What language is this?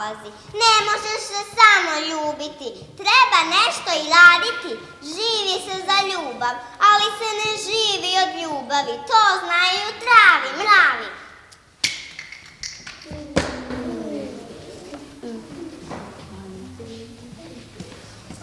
Serbian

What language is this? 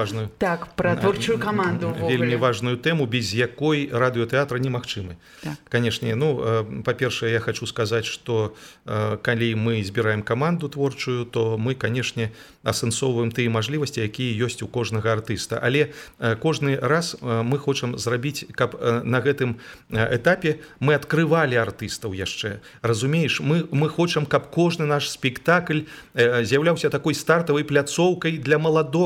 Belarusian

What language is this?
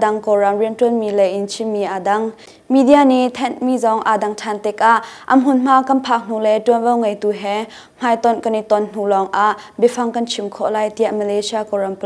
Hakha Chin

